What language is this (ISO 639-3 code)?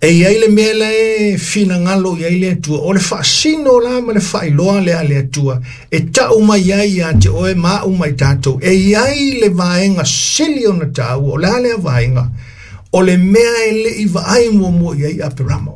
smo